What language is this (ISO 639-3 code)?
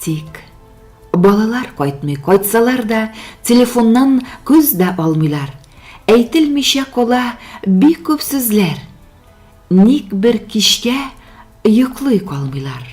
bak